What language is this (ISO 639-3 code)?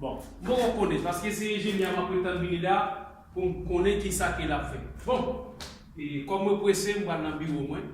hat